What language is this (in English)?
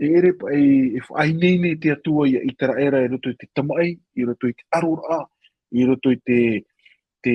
Tahitian